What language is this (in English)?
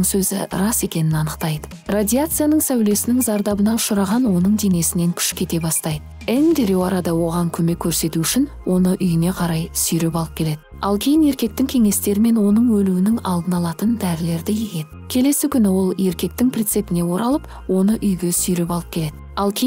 Kazakh